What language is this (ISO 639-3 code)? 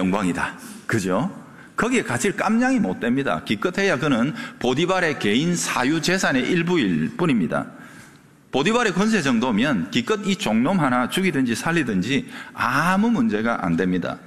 kor